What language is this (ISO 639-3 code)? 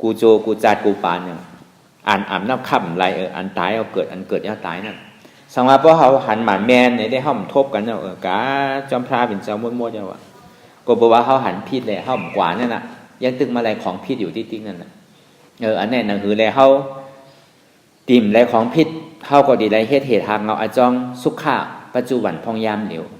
shn